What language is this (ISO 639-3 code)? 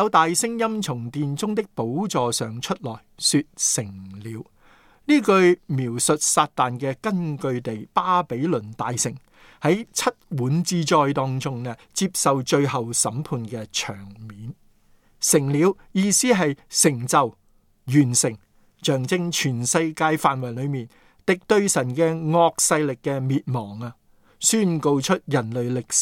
yue